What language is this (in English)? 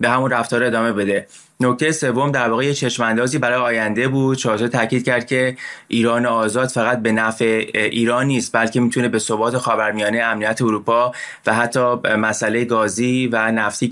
Persian